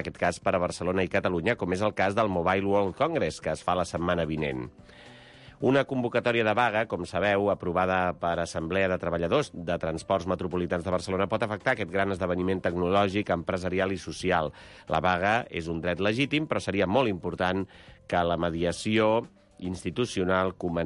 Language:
Catalan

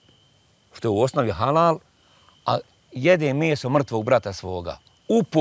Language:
Bosnian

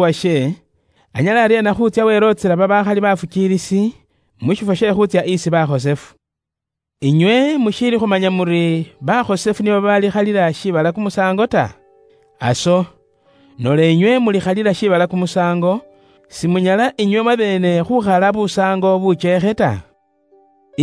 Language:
Luyia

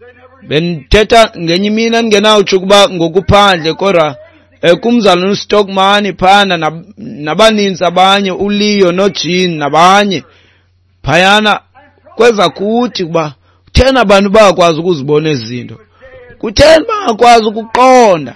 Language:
Xhosa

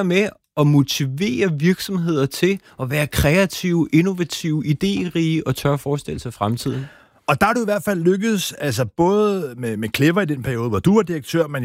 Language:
Danish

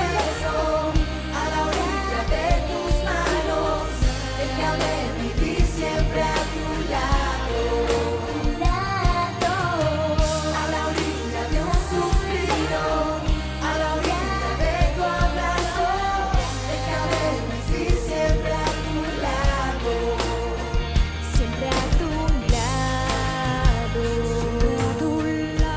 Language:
Spanish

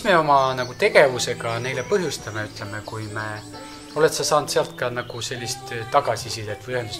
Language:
Estonian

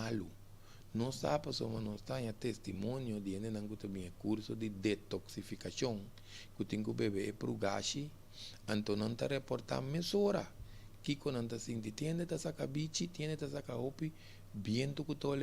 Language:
Papiamento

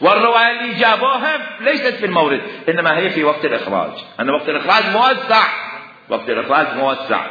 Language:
Mesopotamian Arabic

